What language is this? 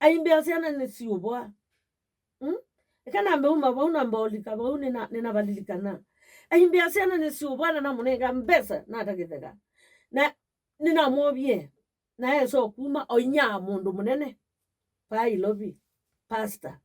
Kamba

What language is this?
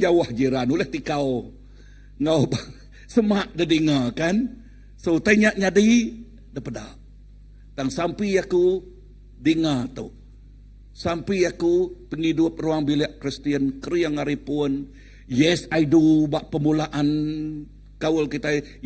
Iban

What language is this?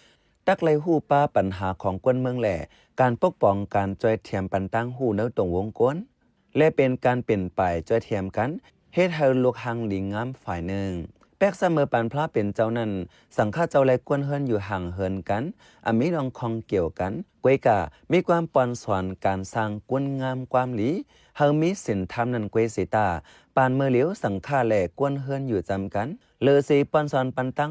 Shan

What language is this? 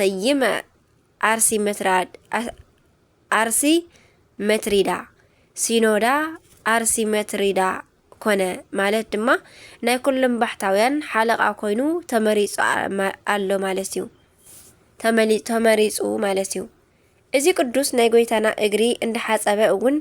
Tigrinya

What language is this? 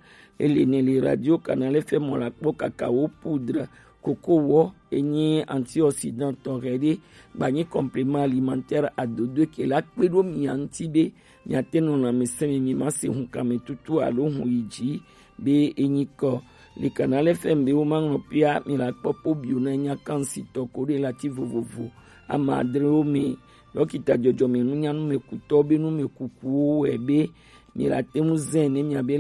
Gen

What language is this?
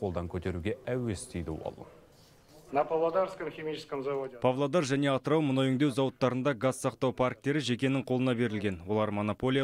Kazakh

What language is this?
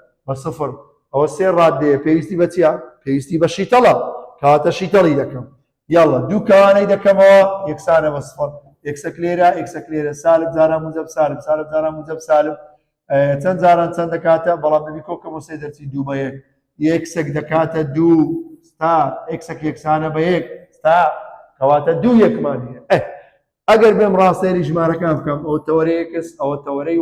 Central Kurdish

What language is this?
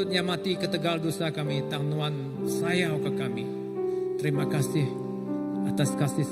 Iban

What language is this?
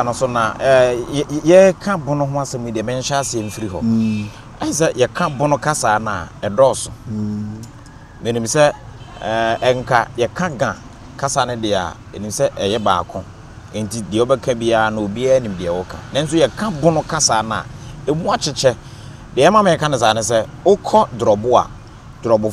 Akan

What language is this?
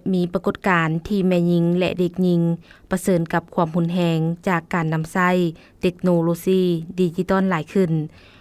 Lao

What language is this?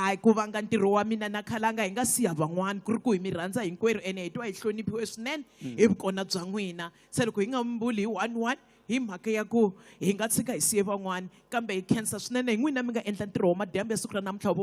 Tsonga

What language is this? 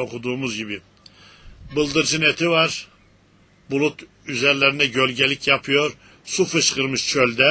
Turkish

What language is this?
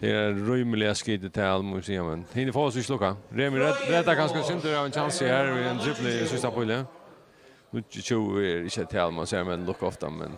Faroese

